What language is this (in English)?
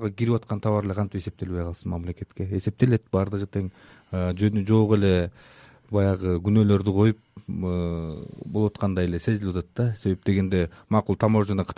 Kyrgyz